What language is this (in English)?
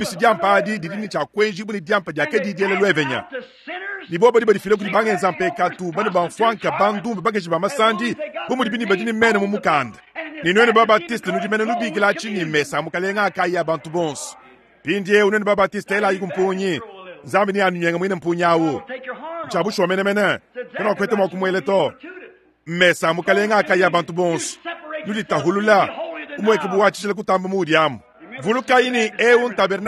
Luba-Lulua